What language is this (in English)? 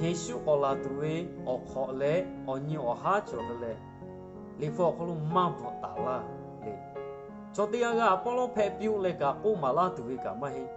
Lahu